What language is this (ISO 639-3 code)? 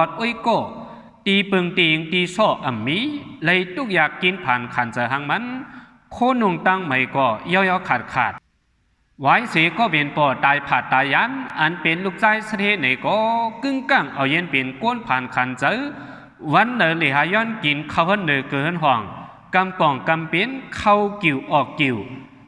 shn